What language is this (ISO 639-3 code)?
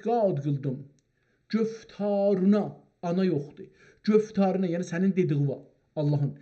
azb